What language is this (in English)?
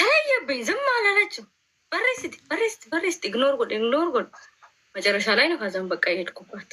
Oromo